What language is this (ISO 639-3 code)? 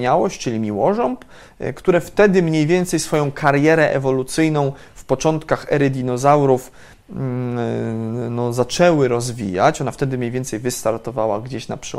pol